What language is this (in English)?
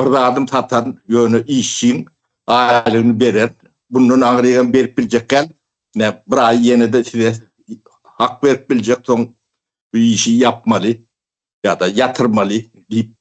Turkmen